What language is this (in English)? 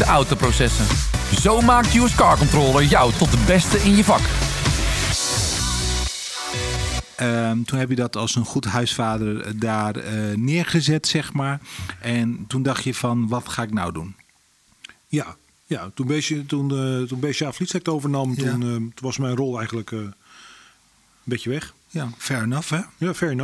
Dutch